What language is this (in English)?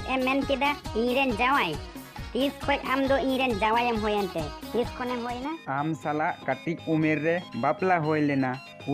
Santali